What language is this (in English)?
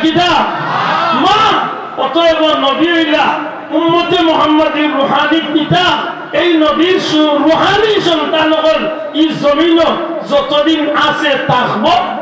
Sylheti